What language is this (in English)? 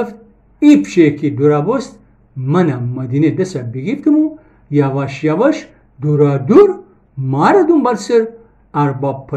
Gilaki